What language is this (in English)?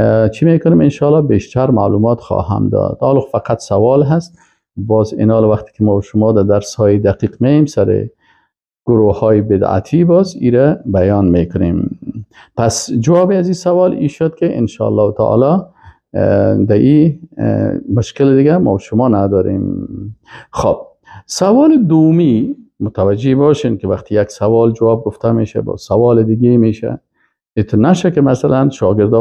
Persian